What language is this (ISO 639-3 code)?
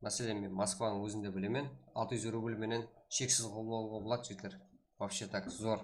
kaa